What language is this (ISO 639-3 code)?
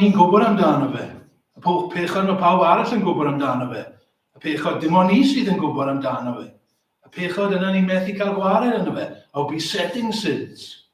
cym